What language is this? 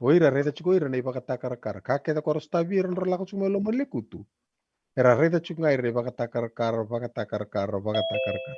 Fijian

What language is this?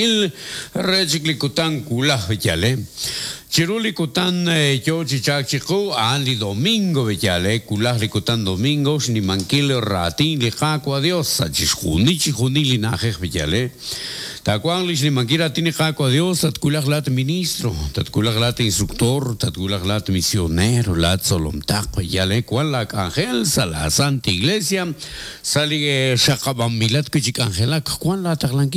Kekchí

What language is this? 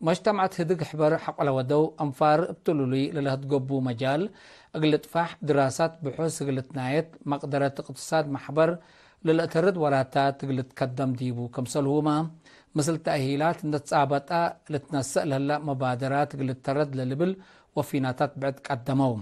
Tigre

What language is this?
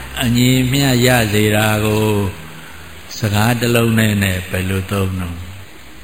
Burmese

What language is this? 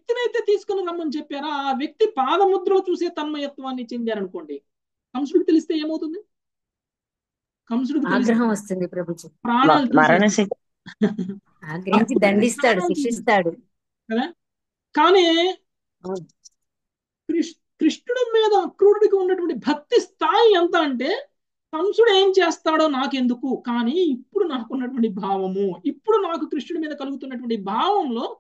Telugu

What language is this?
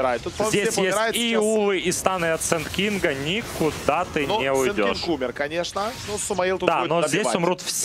Russian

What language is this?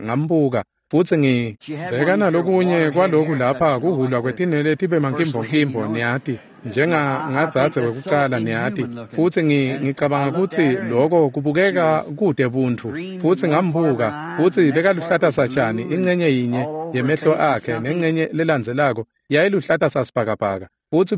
Swati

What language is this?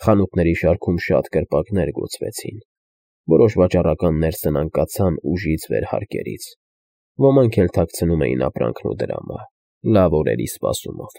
Armenian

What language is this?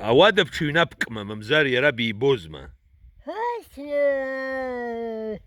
Abkhazian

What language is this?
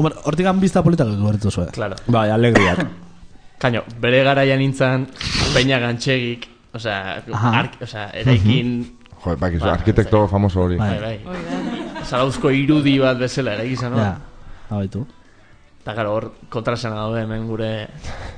Basque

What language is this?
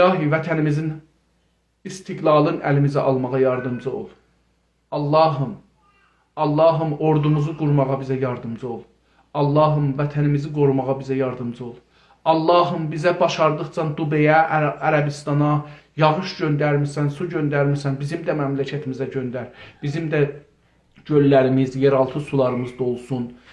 South Azerbaijani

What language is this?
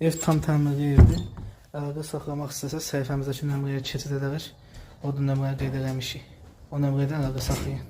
Azerbaijani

